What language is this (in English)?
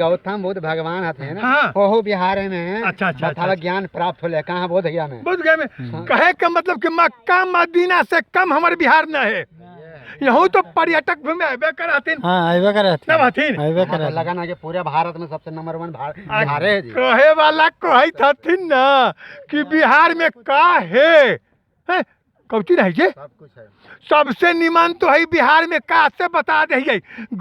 Magahi